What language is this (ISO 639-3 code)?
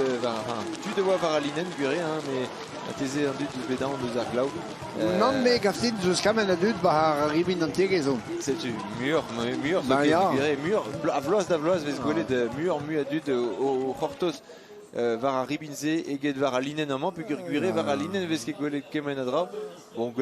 bre